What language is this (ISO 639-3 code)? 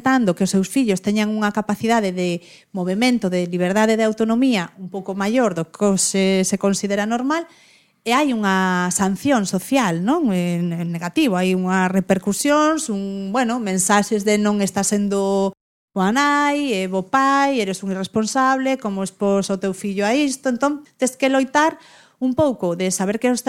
glg